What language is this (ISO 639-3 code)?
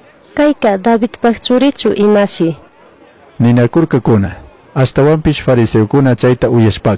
qug